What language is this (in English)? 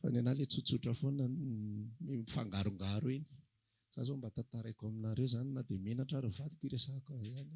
Malagasy